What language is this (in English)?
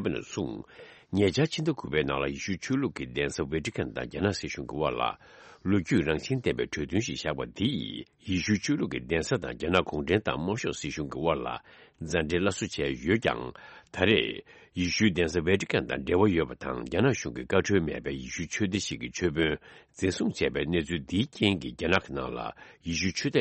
Tibetan